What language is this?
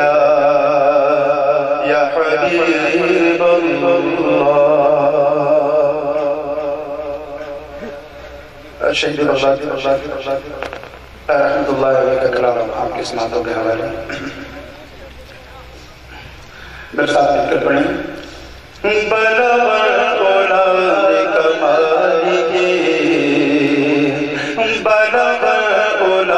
Urdu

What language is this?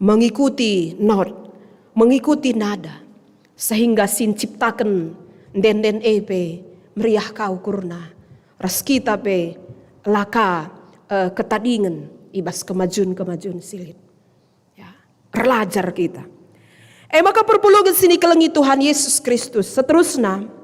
Batak Karo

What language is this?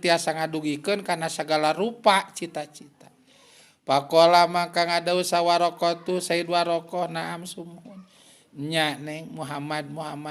Sundanese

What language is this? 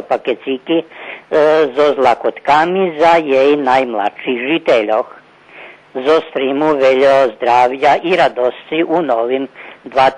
Rusyn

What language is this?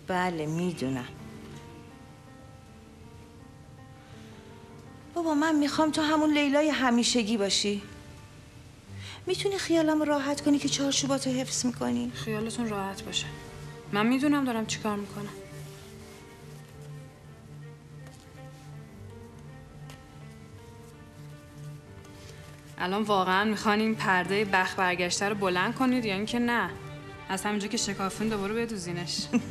Persian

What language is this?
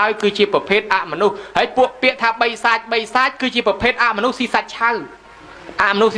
Khmer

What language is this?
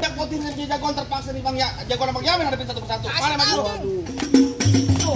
Betawi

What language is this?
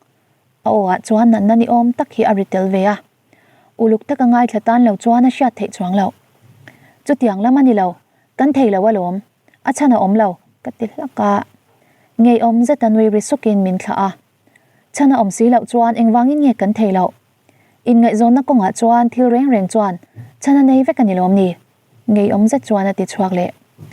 Mizo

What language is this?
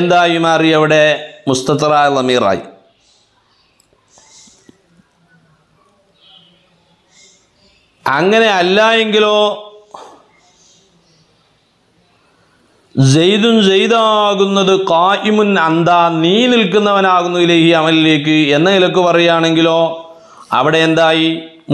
Malayalam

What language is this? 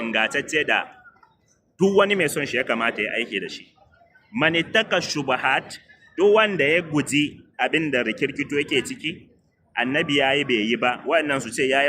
Hausa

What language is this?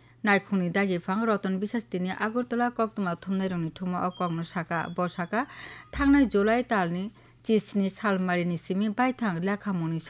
Kok Borok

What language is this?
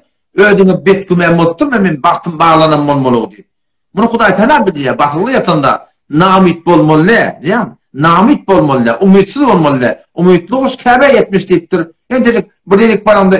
Turkmen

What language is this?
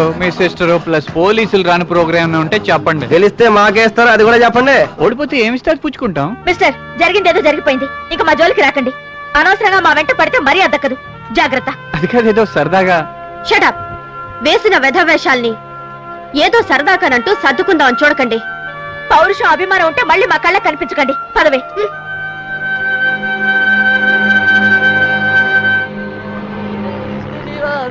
Telugu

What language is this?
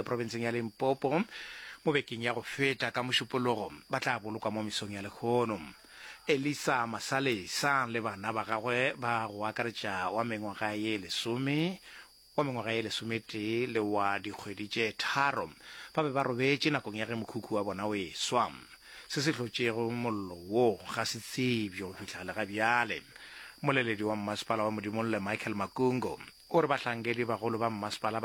Northern Sotho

